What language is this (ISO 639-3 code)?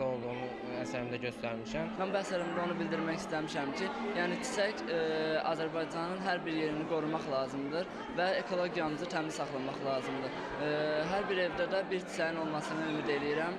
aze